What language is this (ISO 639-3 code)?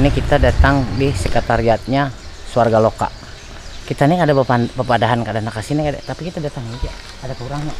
bjn